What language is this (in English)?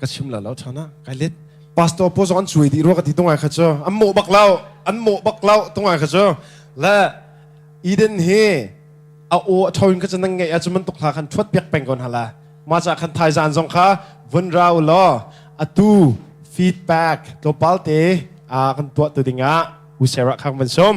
Hakha Chin